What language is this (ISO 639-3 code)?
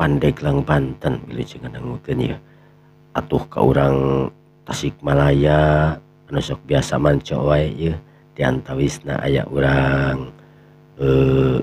sun